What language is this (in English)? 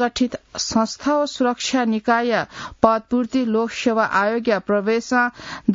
Newari